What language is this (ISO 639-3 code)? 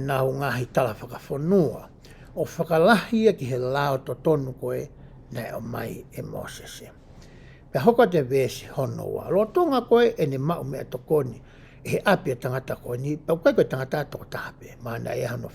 ton